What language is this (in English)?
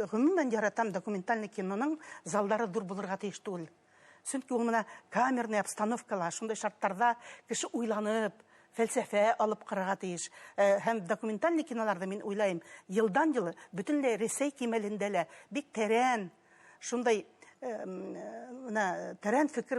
Bashkir